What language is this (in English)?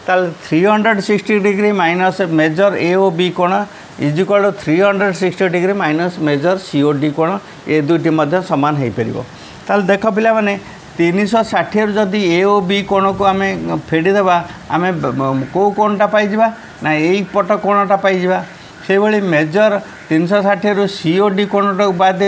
Odia